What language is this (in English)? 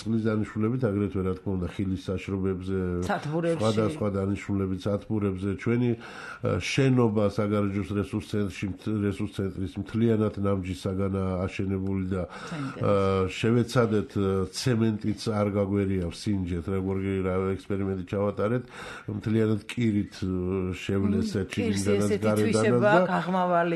Georgian